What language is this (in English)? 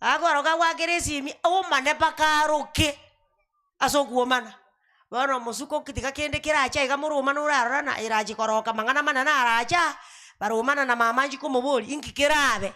Gusii